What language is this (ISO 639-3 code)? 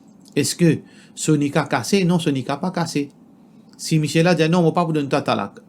mfe